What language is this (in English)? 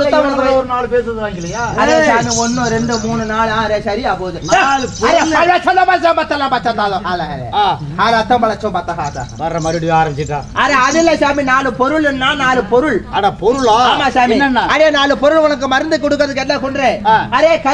Tamil